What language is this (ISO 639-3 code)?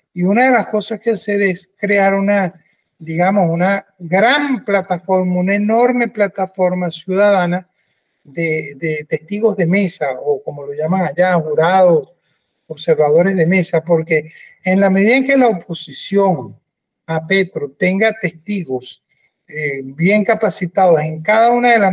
spa